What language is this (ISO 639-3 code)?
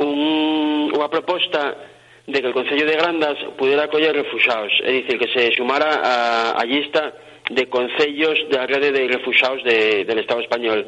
ast